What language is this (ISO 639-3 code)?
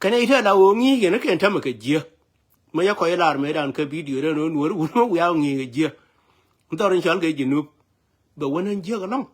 nus